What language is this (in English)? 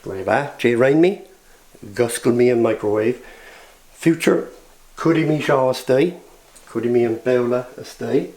Scottish Gaelic